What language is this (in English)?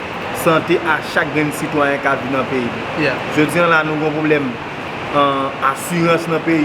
Haitian Creole